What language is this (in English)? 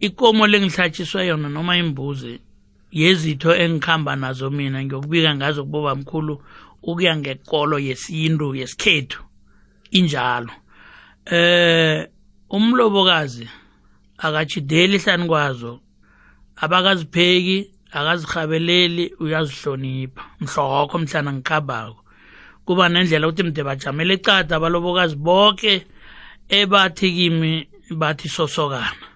South Ndebele